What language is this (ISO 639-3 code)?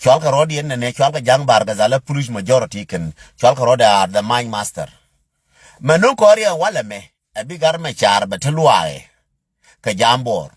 nus